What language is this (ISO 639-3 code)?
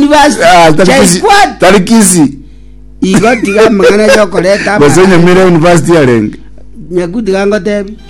guz